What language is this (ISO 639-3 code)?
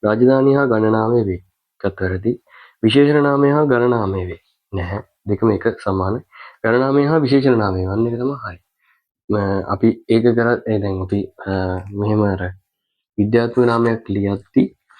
sin